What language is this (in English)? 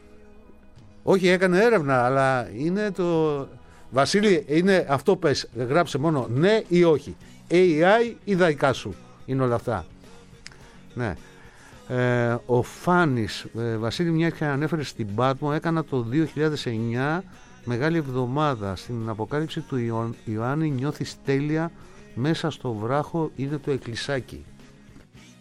Greek